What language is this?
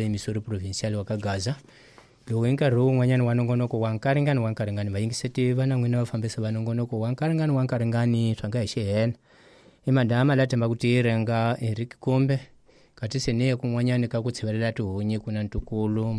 Tsonga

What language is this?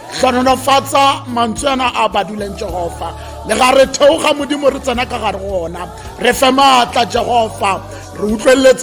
Tswana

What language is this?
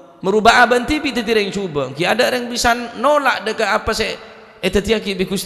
Madurese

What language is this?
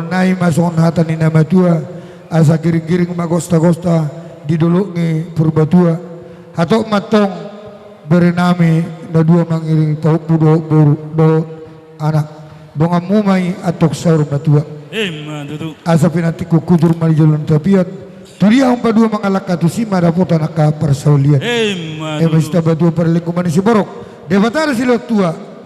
Batak Toba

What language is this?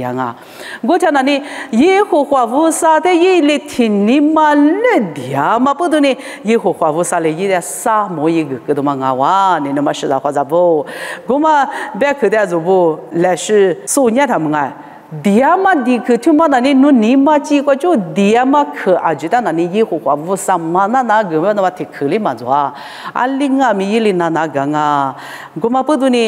Lisu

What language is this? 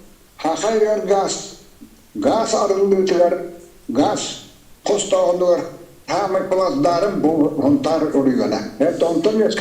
Yakut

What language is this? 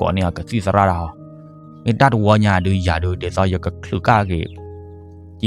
S'gaw Karen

